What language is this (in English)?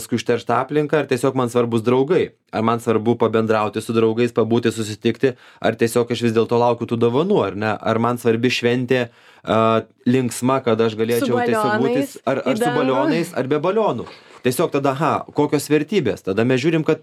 Lithuanian